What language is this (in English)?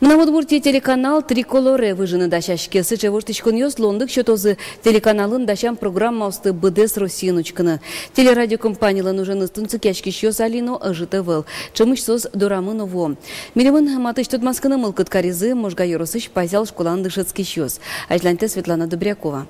Udmurt